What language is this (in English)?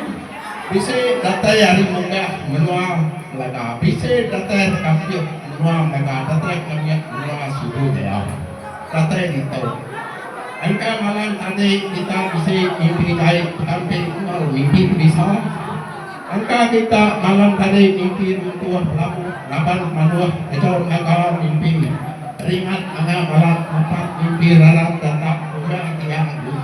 Iban